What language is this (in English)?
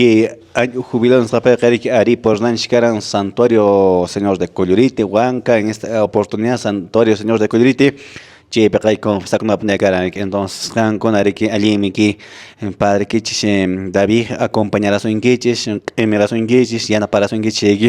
Quechua